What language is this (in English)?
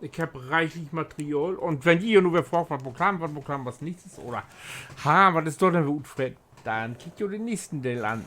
Low German